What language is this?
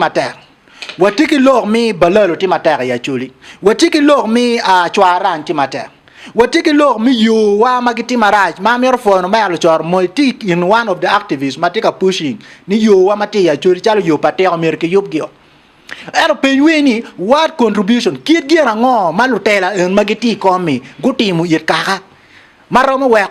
Acoli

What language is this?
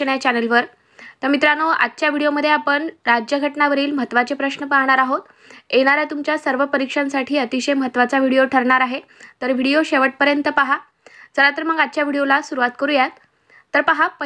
Marathi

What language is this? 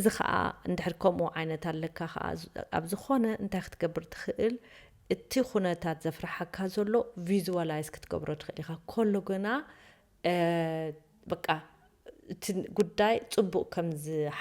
Tigrinya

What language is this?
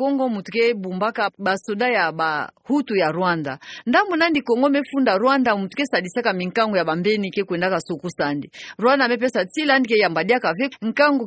Kituba (Democratic Republic of Congo)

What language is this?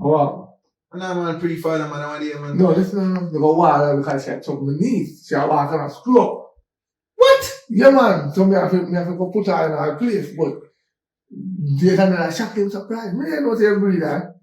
Jamaican Creole English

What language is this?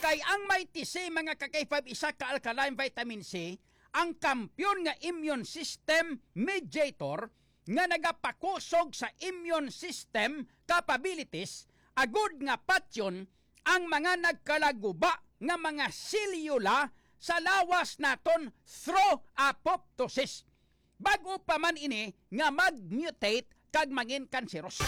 Hiligaynon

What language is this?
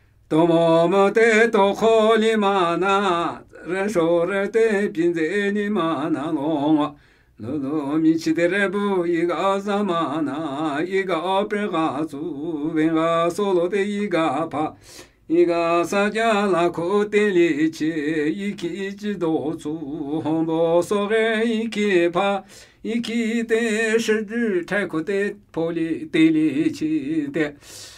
Namuyi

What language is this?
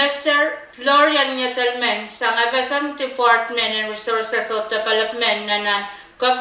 Pohnpeian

